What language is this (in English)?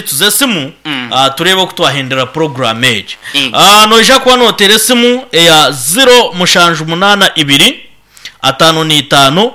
Nyankole